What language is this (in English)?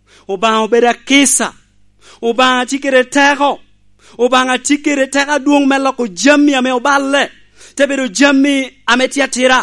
Lango (Uganda)